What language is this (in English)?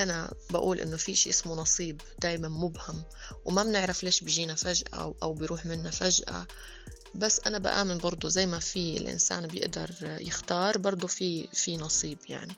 North Levantine Arabic